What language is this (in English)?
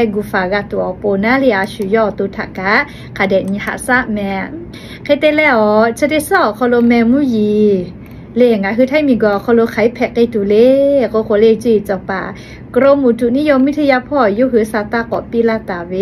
Lahu